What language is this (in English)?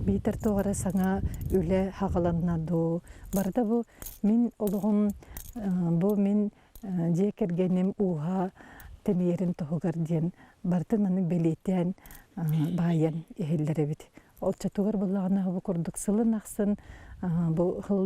Yakut